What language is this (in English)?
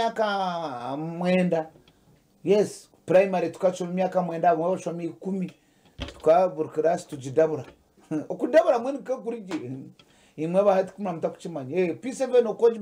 Nyankole